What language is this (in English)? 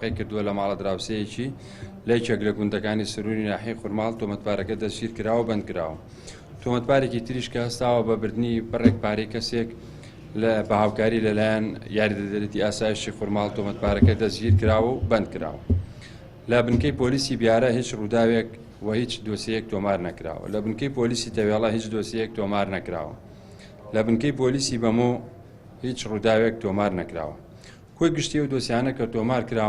Central Kurdish